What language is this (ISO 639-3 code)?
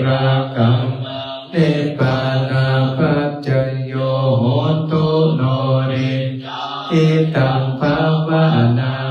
pli